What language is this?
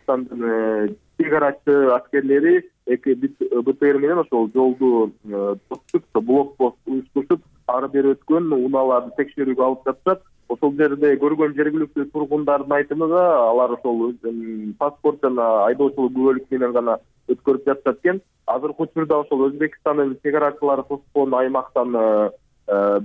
Kyrgyz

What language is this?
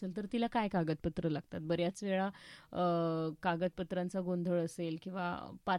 Marathi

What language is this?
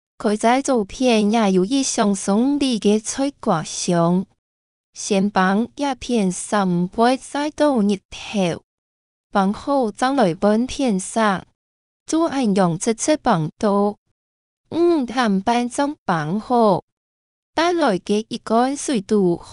Hakka Chinese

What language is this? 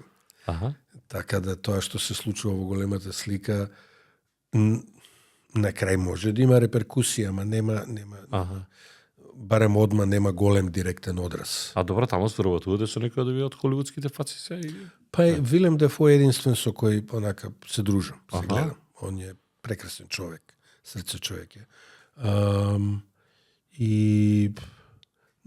Macedonian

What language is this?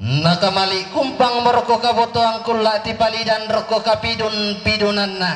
Toraja-Sa'dan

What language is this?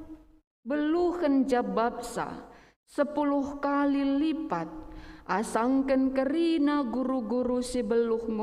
Batak Karo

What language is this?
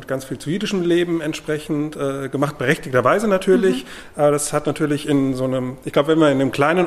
German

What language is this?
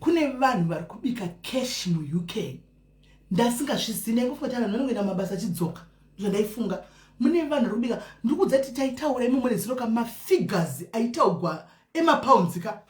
Shona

